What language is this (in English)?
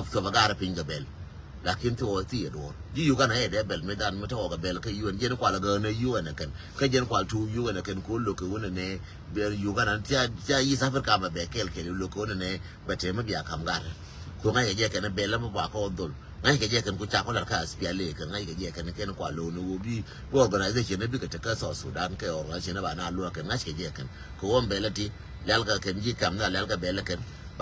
Nuer